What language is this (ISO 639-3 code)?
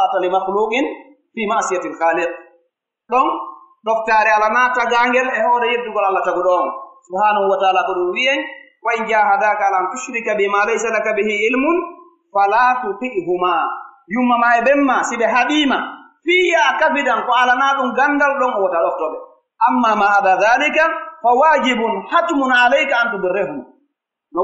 fuf